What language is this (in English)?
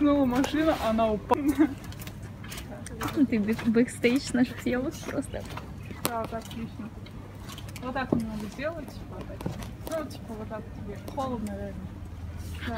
Russian